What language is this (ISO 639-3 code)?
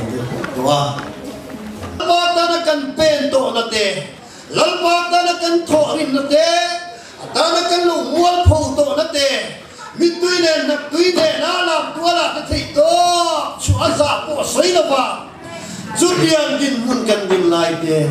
lus